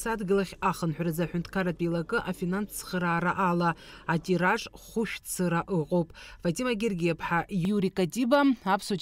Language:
Abkhazian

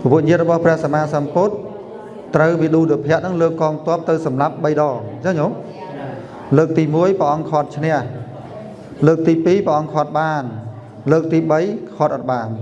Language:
Khmer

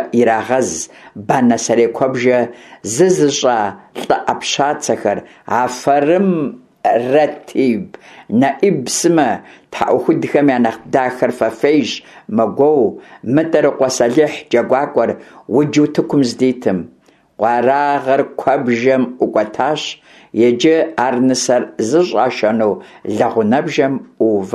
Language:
Kabardian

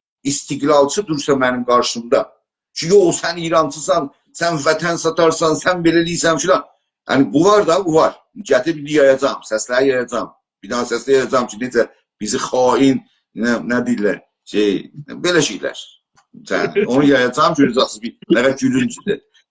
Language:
South Azerbaijani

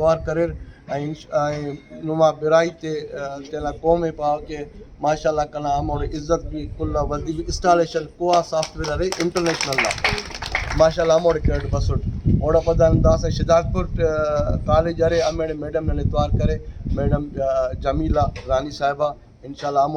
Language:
Brahui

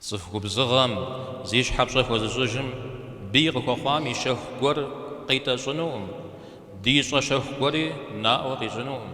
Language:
Kabardian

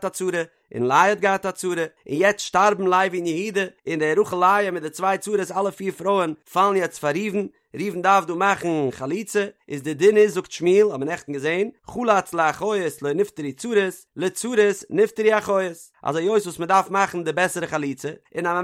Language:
Yiddish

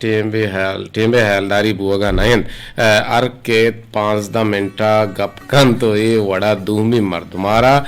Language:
Eastern Balochi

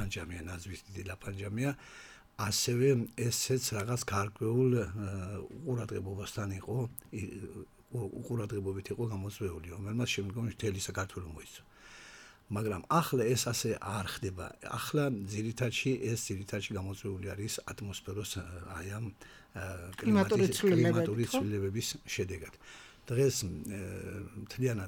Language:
Georgian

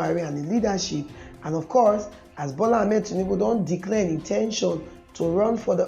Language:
Nigerian Pidgin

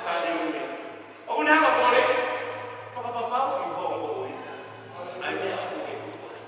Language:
Tongan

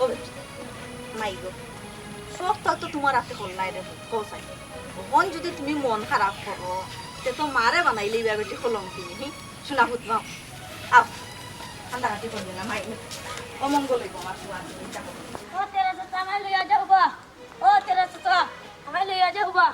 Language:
Sylheti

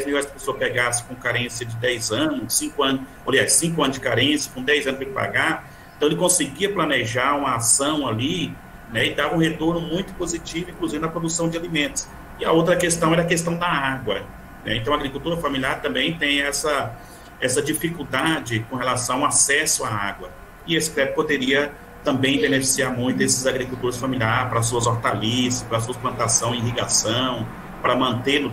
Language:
Portuguese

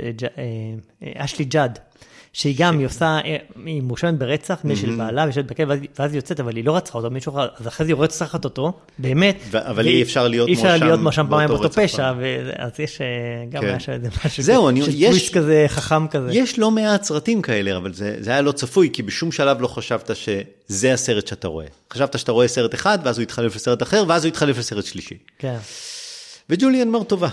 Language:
Hebrew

